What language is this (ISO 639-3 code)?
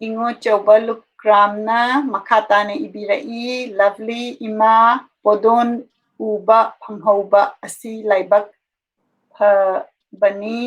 mni